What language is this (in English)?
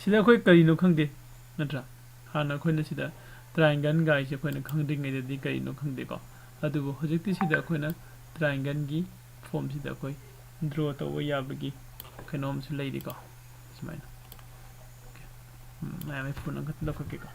Manipuri